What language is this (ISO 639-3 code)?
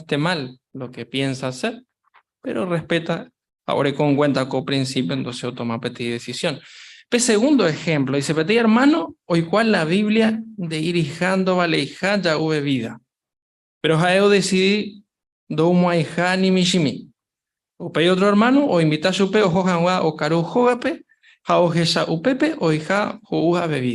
grn